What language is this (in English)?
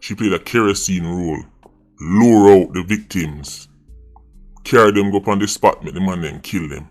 Jamaican Creole English